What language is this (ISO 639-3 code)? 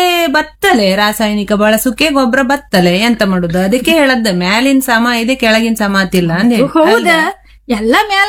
kan